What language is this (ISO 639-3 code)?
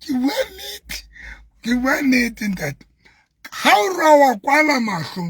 sot